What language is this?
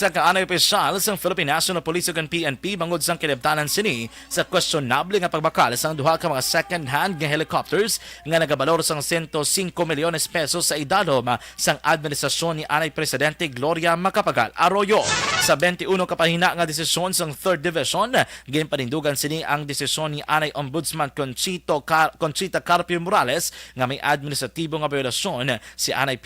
Hiligaynon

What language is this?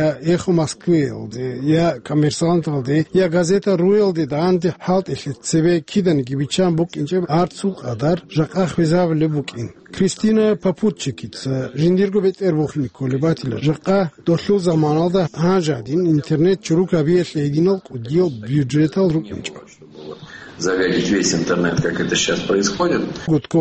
Avaric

